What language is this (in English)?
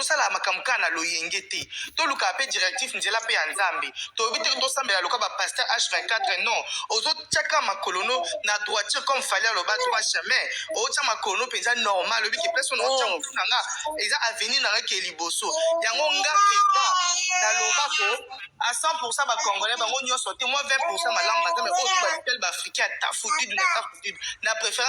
Lingala